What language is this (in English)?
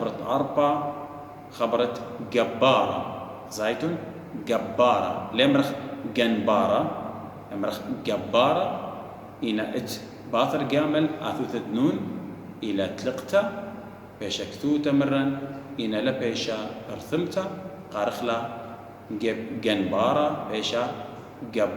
Assyrian Neo-Aramaic